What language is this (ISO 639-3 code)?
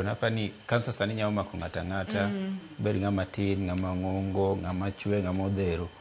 luo